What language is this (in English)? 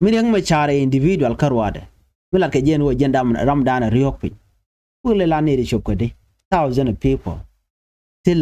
Nuer